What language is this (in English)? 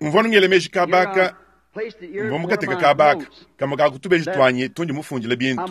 Luba-Lulua